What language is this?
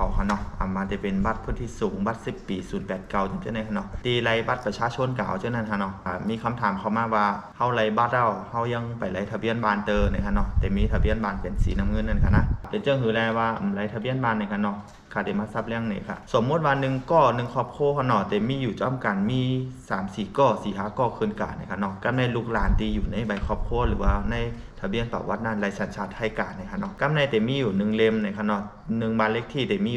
Shan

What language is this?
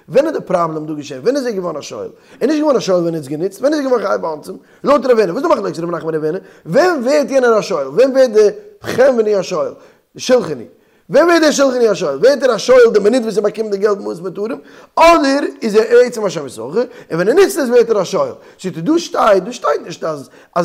Yiddish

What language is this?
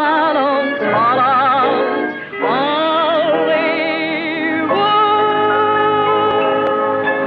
Dutch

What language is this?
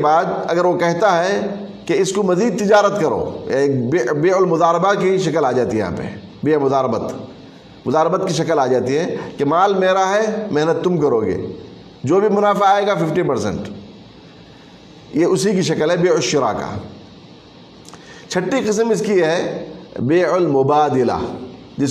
Urdu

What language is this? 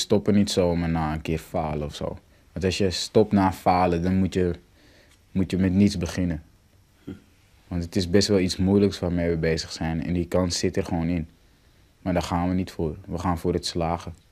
Dutch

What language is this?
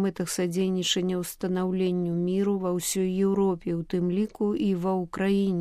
Belarusian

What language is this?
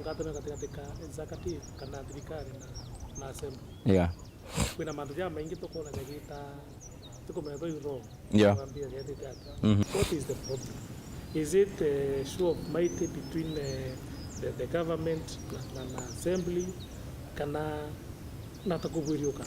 Meru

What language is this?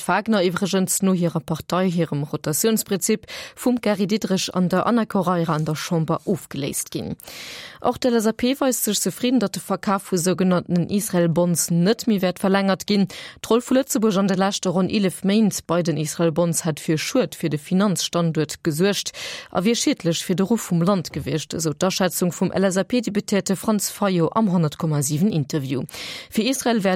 Luxembourgish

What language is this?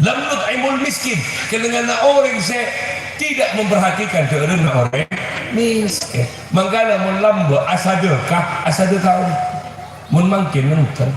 Madurese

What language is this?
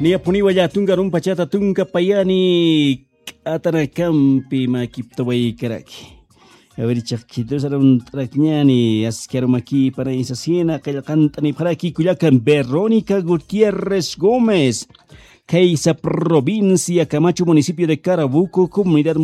South Bolivian Quechua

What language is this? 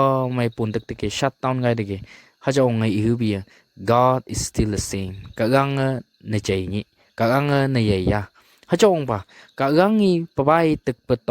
Phom Naga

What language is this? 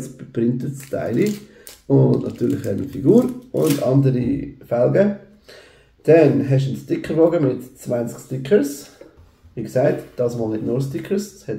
Swiss German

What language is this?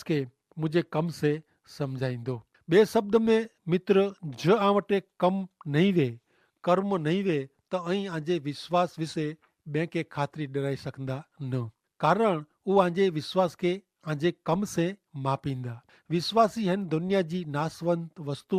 Kachhi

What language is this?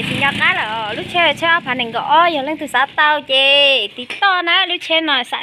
Hmong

